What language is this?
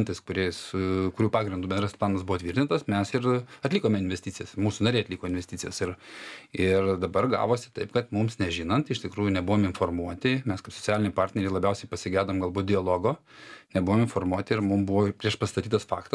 Lithuanian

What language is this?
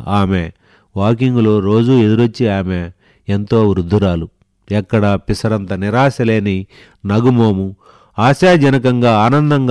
Telugu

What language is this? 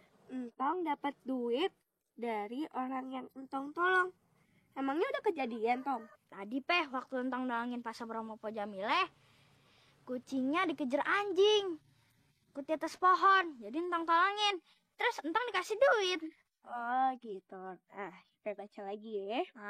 Betawi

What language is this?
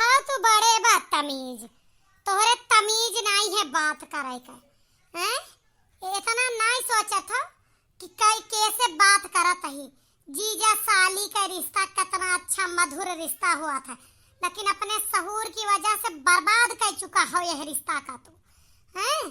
Awadhi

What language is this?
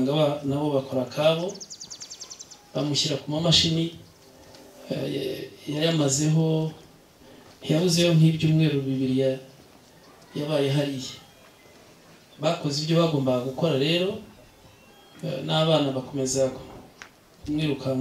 Kinyarwanda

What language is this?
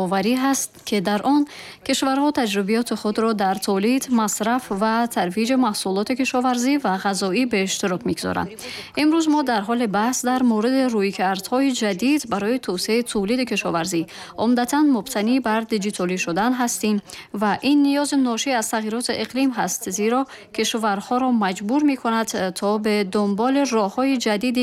Tajik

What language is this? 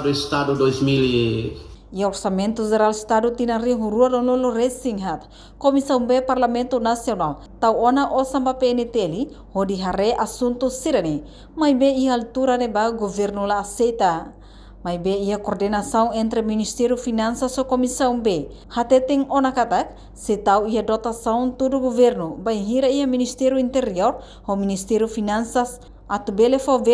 Tetum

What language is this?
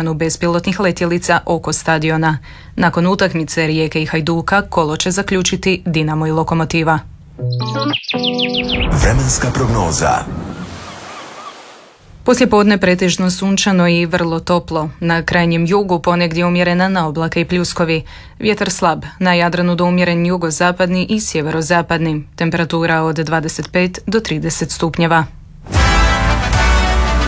Croatian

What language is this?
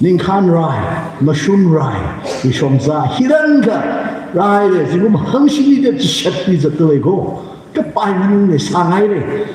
Tangkhul Naga (India)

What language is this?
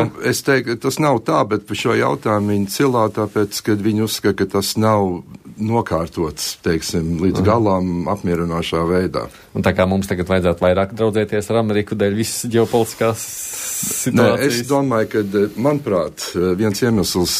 Latvian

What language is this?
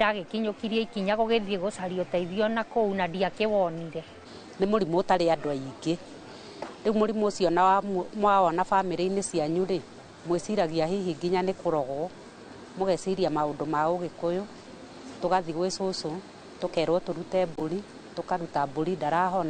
Kikuyu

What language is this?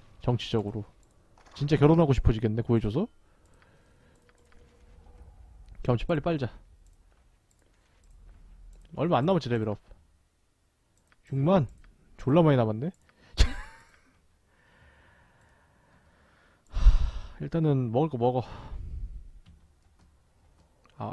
Korean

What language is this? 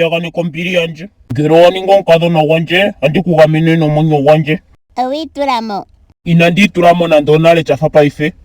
Ndonga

